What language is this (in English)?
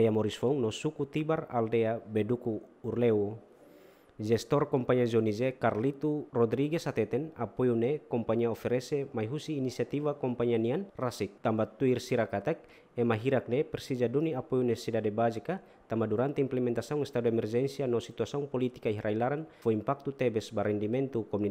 Tetum